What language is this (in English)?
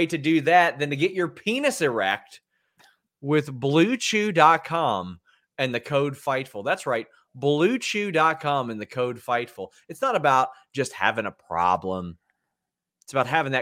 English